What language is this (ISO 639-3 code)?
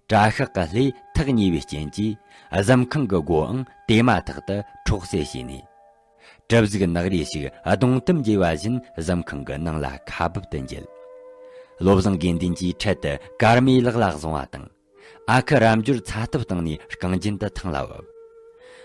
bod